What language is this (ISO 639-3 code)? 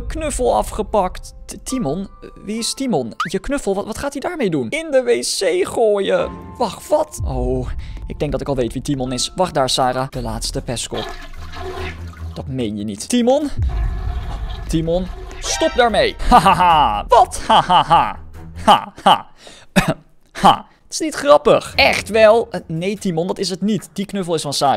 nld